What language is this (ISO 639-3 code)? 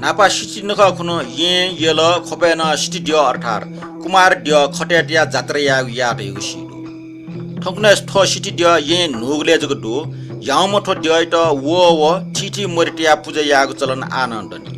new